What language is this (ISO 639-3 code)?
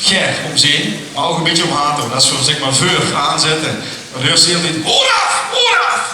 lim